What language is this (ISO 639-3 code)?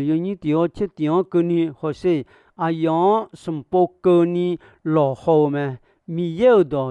ahk